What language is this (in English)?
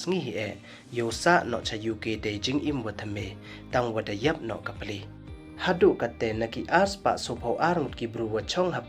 Pnar